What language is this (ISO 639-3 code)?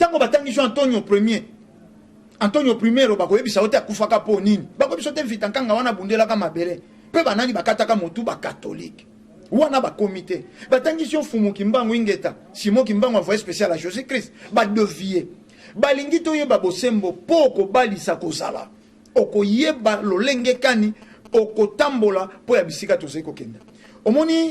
lin